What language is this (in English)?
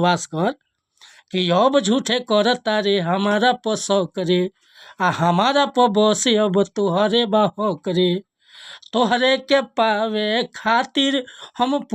Bhojpuri